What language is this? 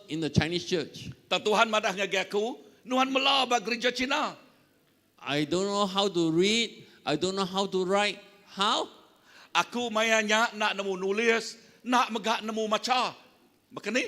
Iban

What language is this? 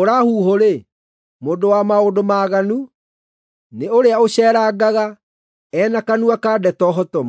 Kikuyu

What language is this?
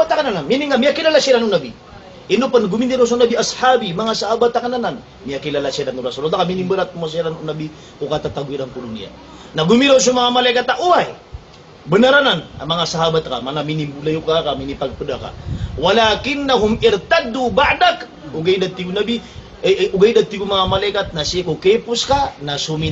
Maranao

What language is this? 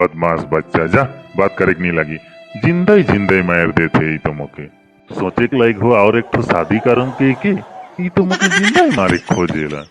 Sadri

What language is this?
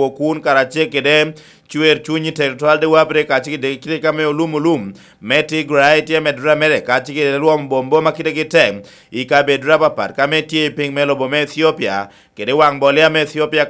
Lango (Uganda)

